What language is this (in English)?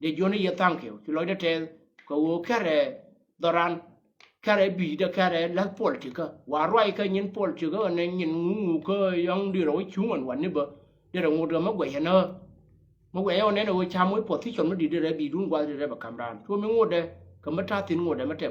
Nuer